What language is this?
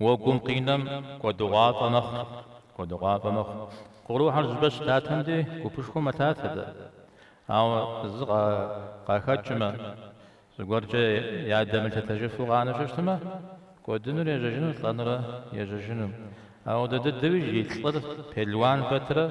Kabardian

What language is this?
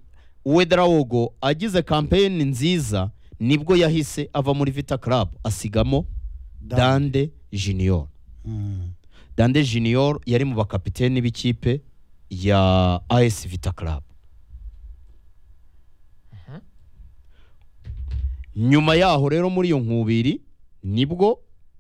Kinyarwanda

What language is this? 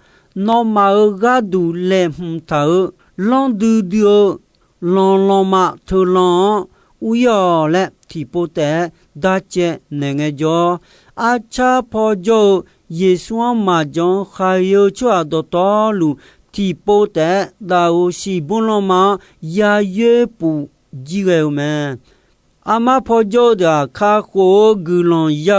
Akha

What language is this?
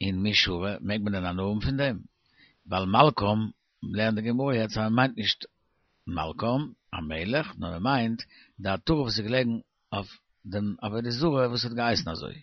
Yiddish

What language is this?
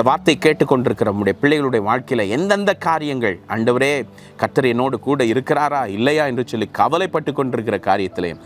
Tamil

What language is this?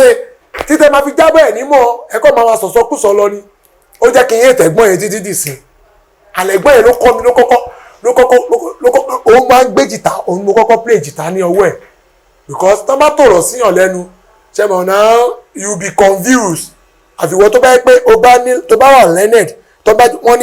Yoruba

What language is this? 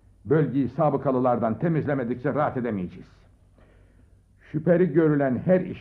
Turkish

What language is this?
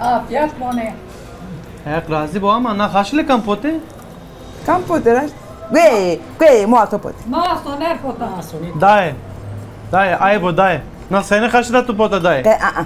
Zaza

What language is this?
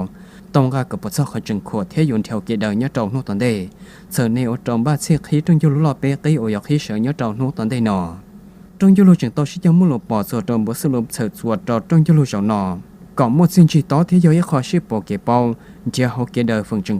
Hmong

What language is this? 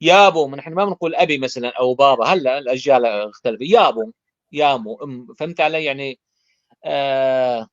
North Levantine Arabic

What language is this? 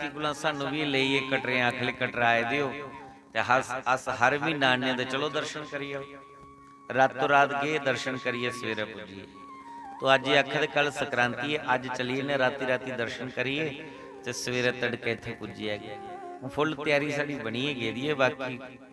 Dogri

